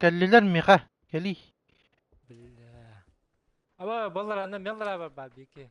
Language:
Yakut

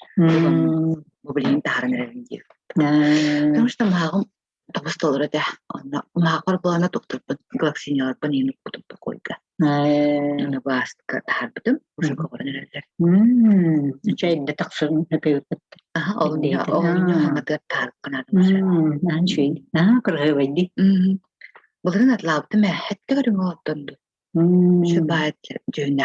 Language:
Yakut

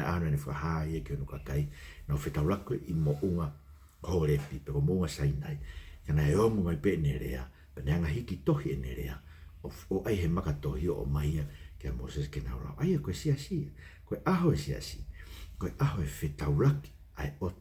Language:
Tongan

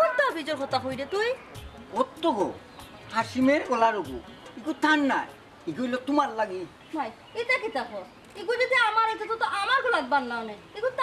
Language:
Sylheti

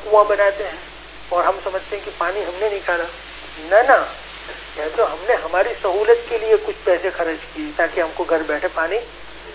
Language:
Urdu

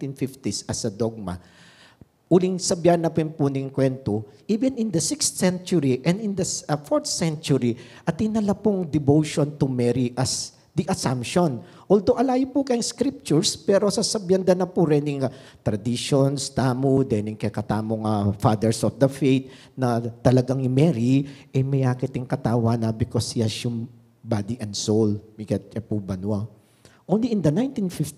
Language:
Pampanga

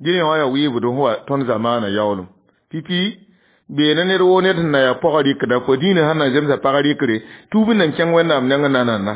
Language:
Mossi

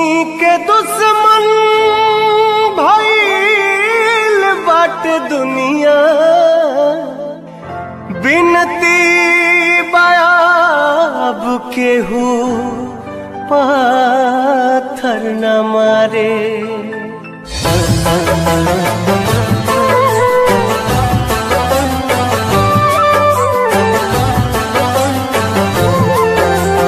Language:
Bhojpuri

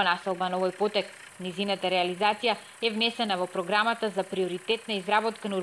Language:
Macedonian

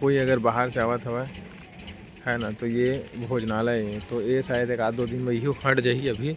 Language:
Chhattisgarhi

